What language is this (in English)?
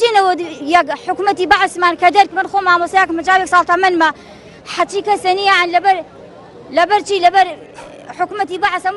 Central Kurdish